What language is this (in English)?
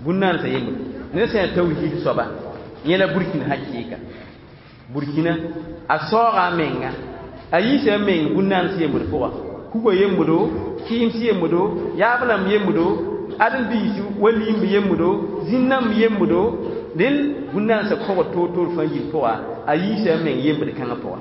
Mossi